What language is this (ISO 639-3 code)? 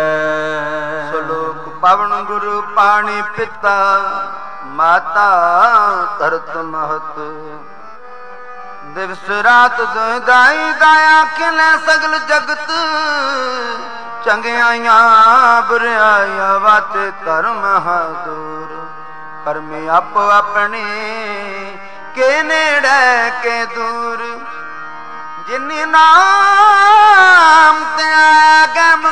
pan